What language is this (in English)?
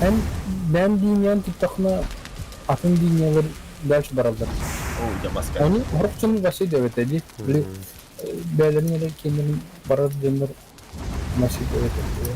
Yakut